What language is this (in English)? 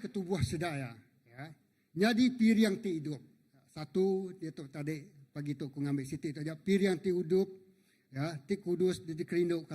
Iban